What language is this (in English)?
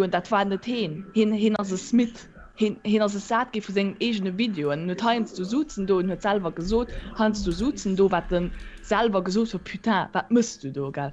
Luxembourgish